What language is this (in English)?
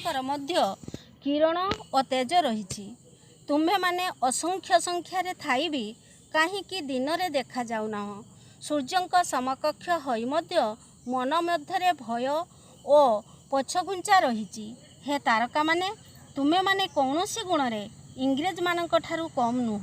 Odia